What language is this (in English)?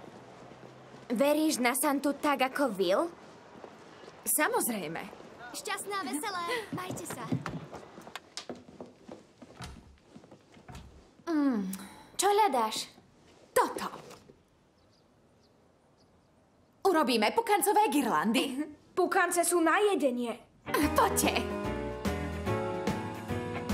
Slovak